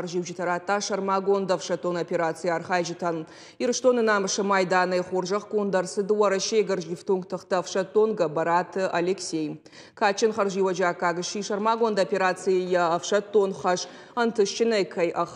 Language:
Ossetic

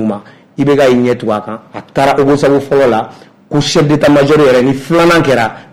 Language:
Bambara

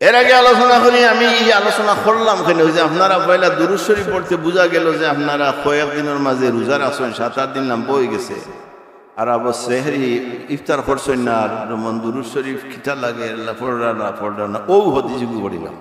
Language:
Sylheti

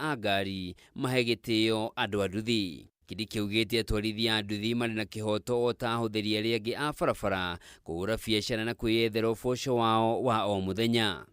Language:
Kikuyu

